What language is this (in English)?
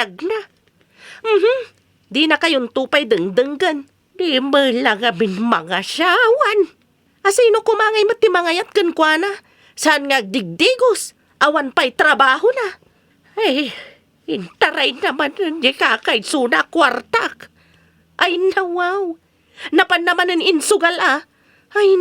Iloko